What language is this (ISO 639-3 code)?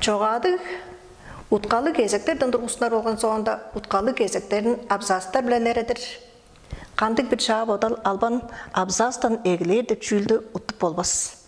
tyv